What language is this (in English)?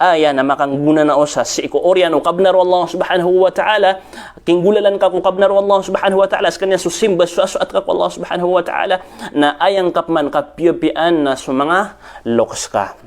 Maranao